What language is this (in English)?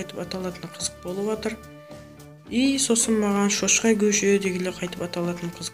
Kara-Kalpak